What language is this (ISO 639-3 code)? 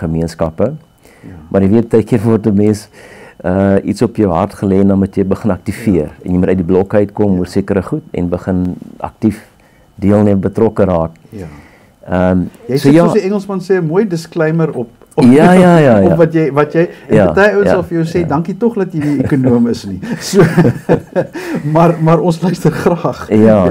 afr